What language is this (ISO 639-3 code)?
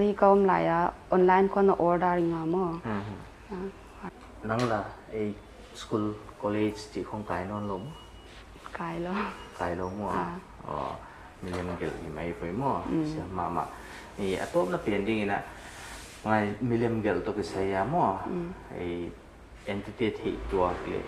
pck